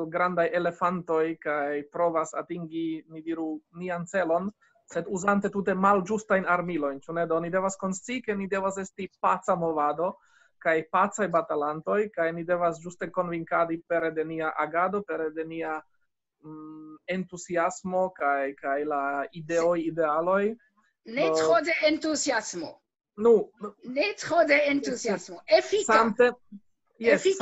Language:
Esperanto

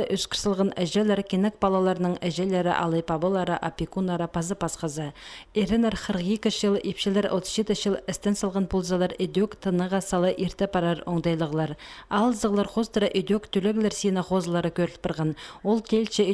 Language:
Khakas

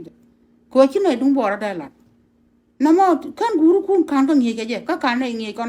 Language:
Nuer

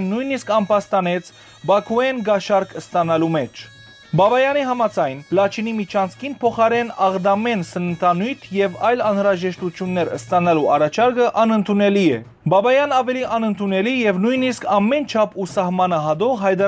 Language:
Western Armenian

